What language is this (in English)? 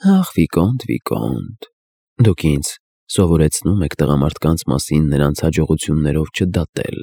Armenian